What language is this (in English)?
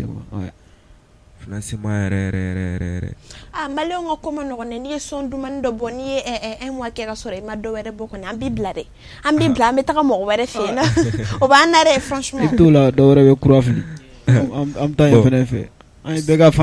Bambara